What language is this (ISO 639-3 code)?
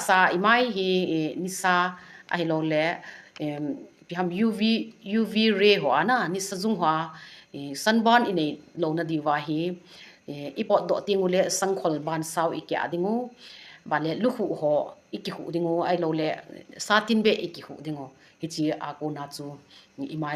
tcz